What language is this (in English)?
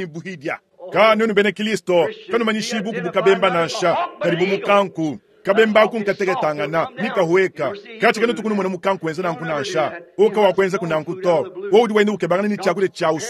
Luba-Lulua